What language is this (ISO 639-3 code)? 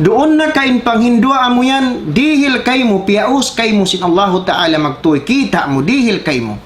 tsg